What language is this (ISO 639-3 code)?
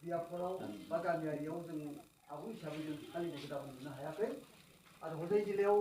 brx